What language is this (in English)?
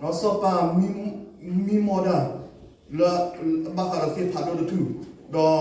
S'gaw Karen